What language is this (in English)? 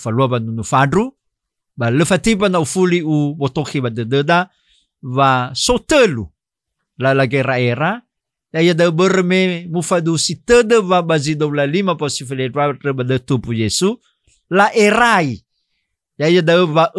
Nias